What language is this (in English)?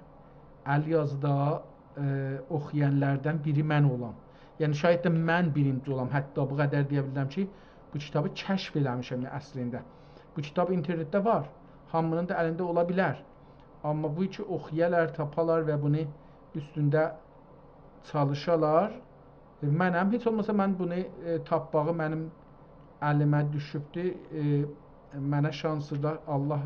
South Azerbaijani